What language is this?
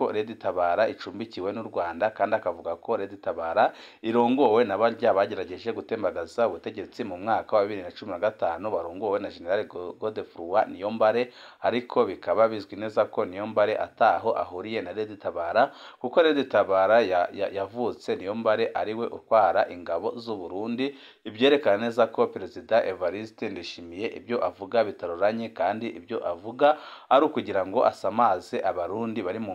Rundi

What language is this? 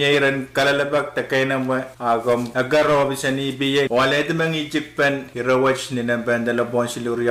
Pohnpeian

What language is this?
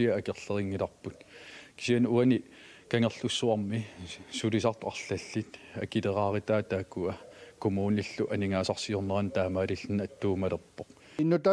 Kalaallisut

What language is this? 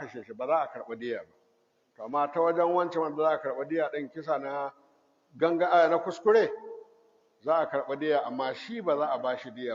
Hausa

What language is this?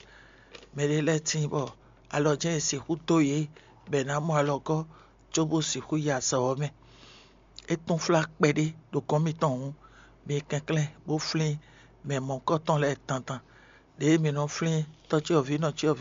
Fon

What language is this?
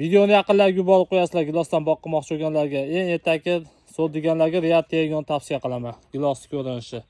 Uzbek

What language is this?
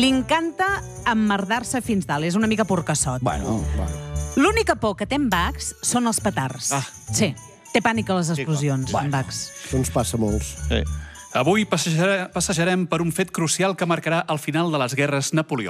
Catalan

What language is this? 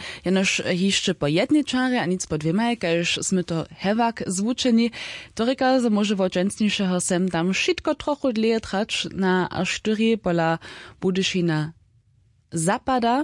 Upper Sorbian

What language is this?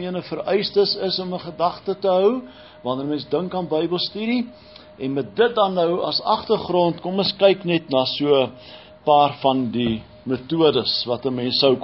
Afrikaans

